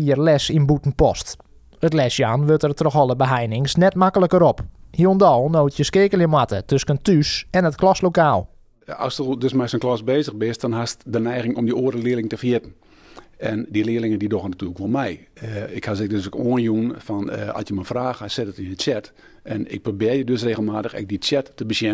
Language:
Western Frisian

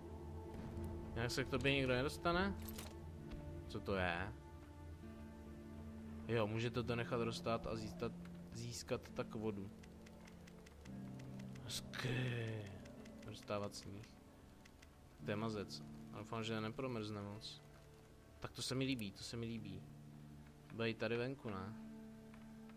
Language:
Czech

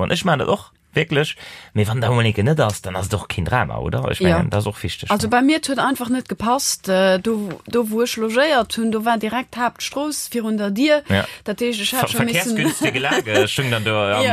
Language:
Luxembourgish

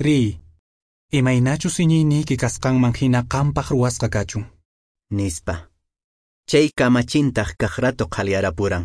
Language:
Quechua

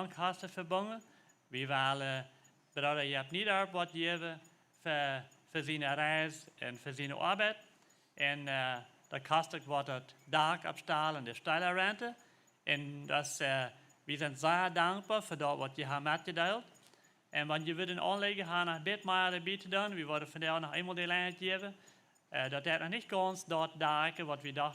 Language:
Plautdietsch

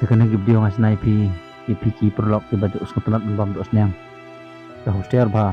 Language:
Khasi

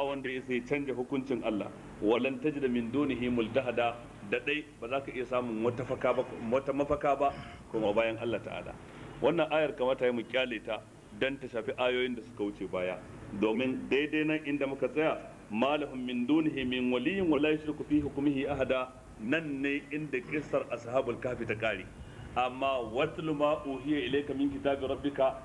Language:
Hausa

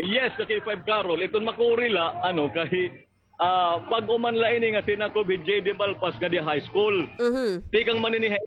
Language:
Waray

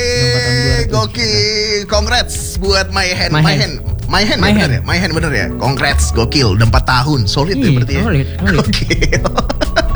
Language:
Indonesian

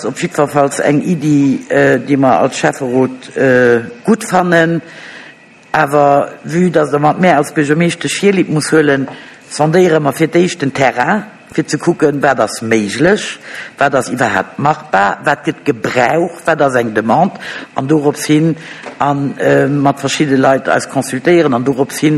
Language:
Luxembourgish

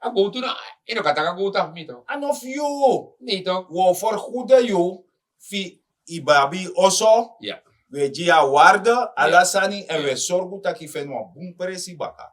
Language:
Sranan Tongo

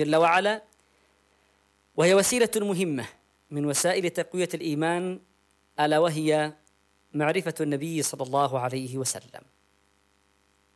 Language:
Arabic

